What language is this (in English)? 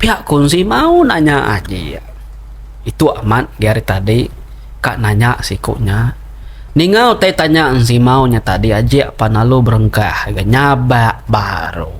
Iban